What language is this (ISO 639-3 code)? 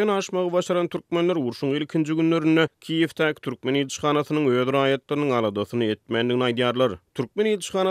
tuk